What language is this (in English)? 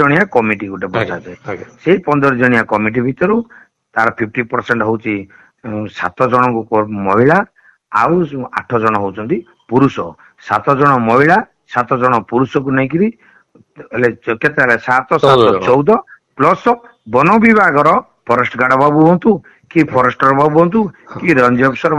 Odia